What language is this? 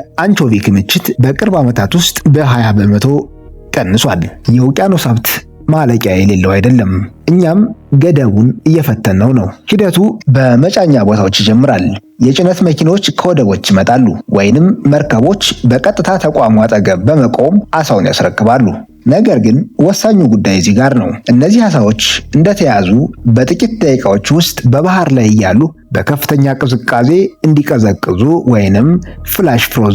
Amharic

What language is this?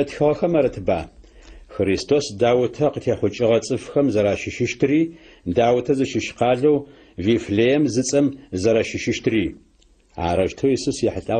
Adyghe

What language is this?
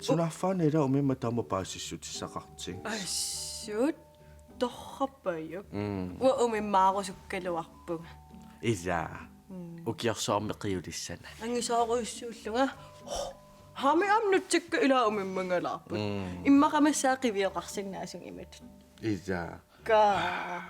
Kalaallisut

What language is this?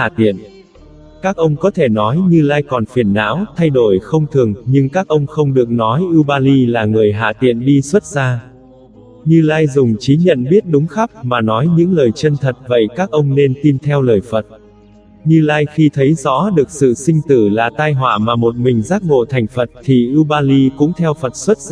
Vietnamese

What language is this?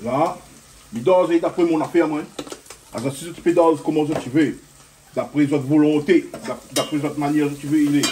Réunion Creole French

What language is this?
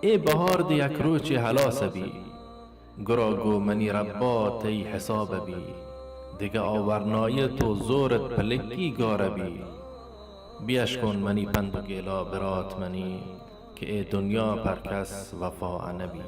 Baluchi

